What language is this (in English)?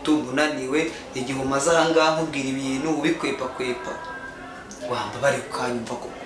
Kinyarwanda